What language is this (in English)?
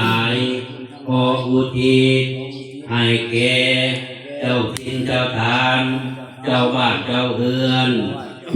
Pali